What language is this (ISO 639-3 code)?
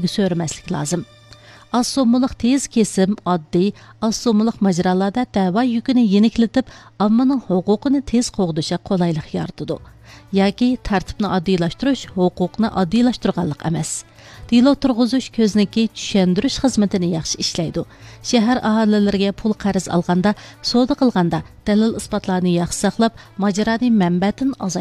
uig